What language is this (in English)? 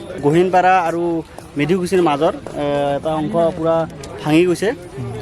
Assamese